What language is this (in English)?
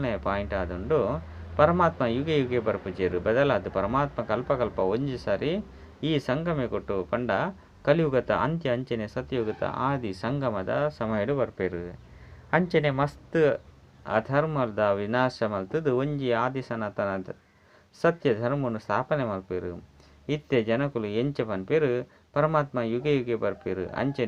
Tulu